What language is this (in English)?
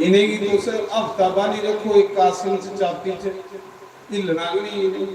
Dogri